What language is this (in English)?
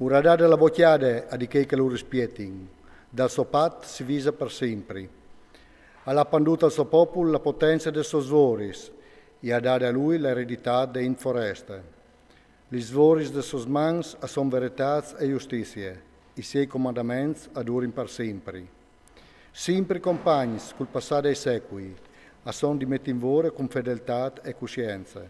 Friulian